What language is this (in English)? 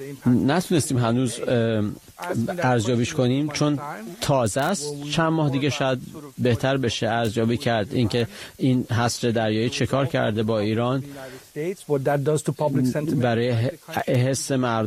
Persian